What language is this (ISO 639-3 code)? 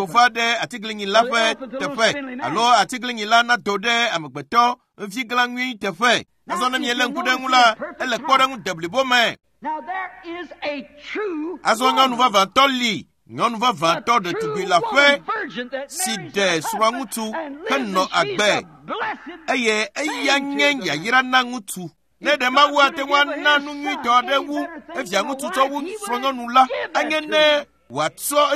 ewe